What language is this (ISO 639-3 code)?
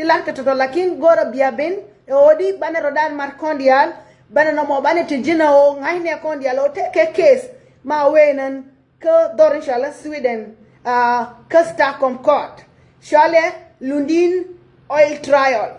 nus